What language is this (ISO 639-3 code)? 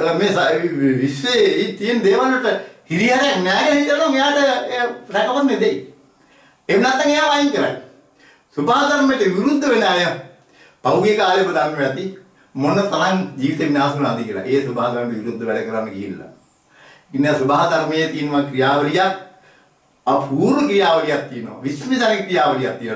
sin